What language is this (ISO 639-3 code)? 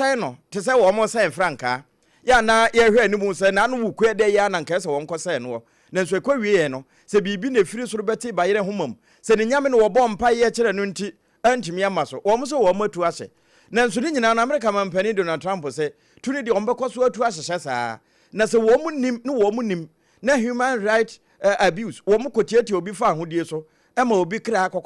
aka